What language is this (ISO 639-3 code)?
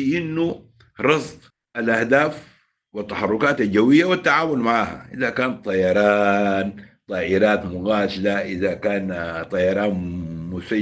apd